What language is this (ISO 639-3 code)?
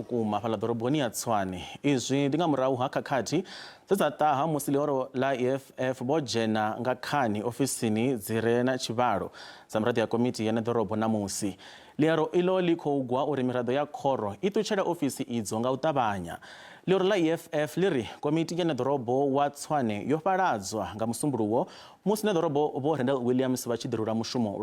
ven